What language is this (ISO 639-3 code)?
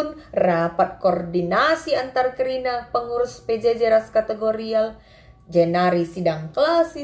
btx